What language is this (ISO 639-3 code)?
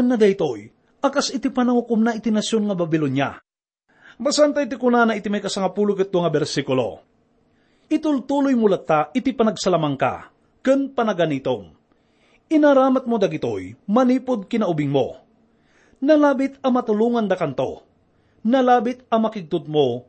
ilo